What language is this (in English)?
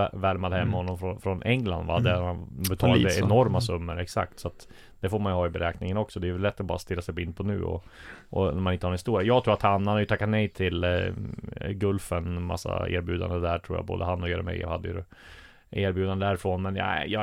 Swedish